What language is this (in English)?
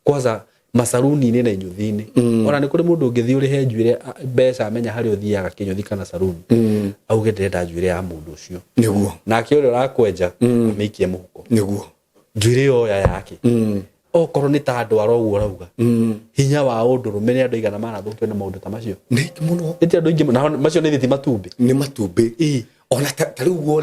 Kikuyu